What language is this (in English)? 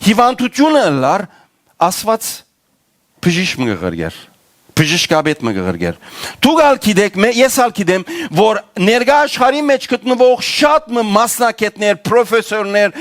Western Armenian